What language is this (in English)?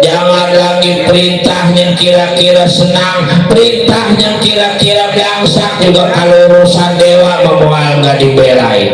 Betawi